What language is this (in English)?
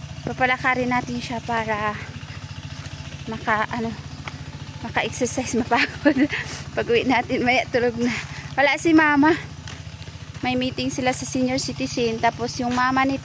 Filipino